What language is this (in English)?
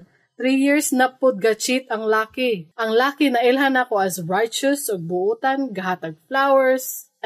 Cebuano